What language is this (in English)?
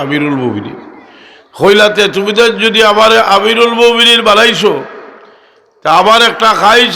Sylheti